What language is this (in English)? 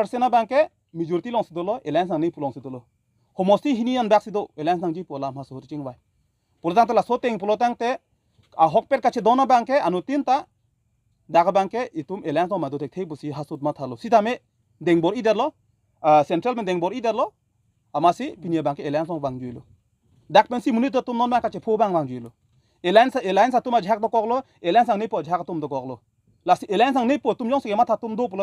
Karbi